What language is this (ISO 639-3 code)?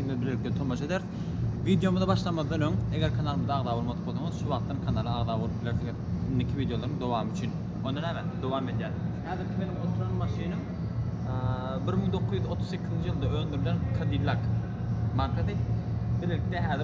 tuk